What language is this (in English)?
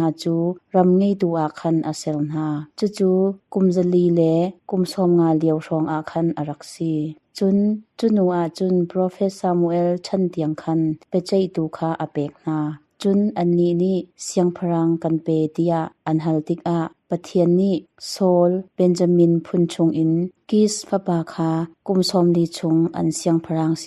Hakha Chin